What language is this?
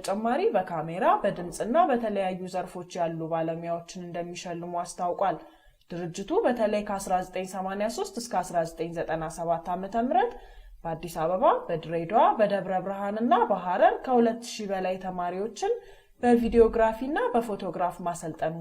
Amharic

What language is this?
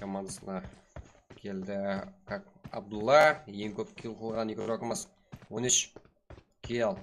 Kara-Kalpak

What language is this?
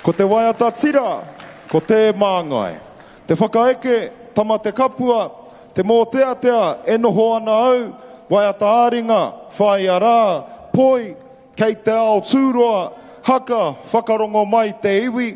Māori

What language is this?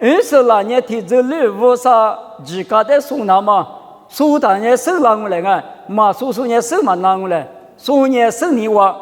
Lisu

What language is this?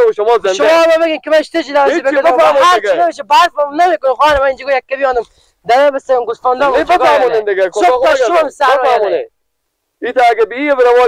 Persian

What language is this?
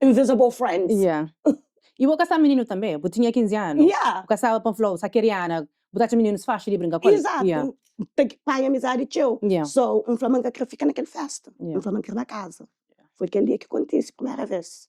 Kabuverdianu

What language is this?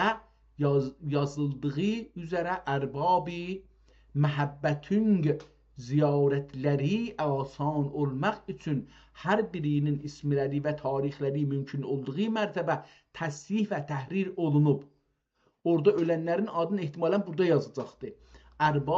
South Azerbaijani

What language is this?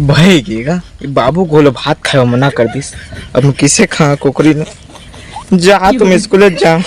Chhattisgarhi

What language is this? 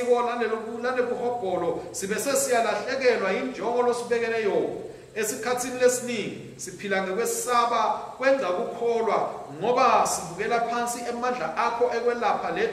Swati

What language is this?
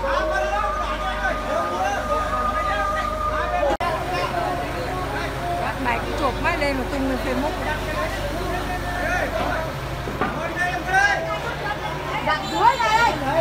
Vietnamese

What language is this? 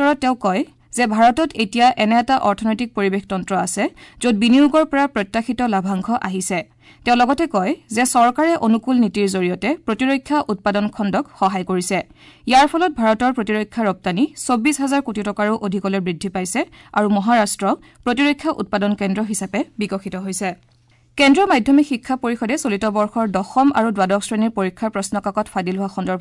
Assamese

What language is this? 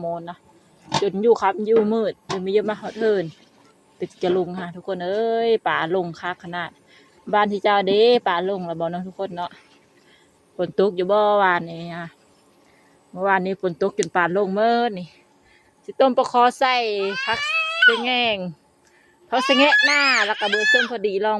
Lao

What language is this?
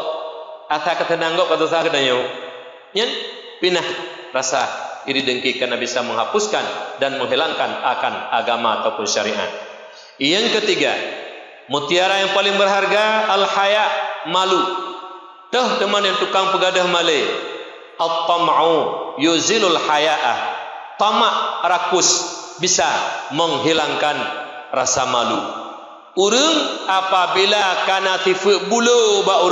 Achinese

